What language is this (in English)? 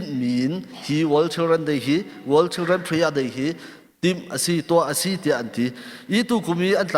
Hakha Chin